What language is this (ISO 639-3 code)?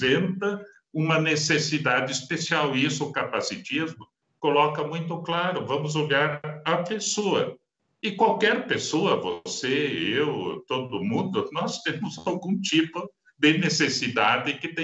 por